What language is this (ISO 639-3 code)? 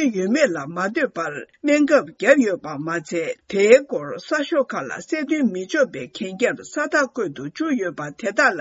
bod